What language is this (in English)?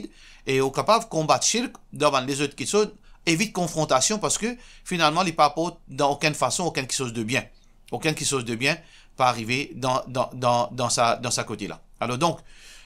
Morisyen